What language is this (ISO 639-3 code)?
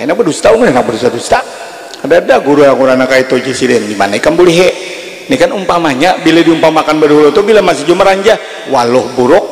bjn